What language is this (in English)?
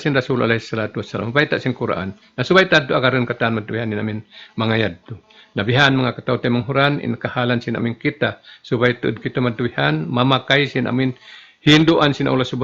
Tausug